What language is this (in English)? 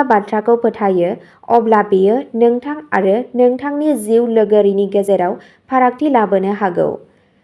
Bodo